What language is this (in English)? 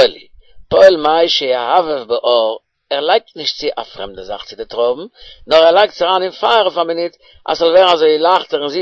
Yiddish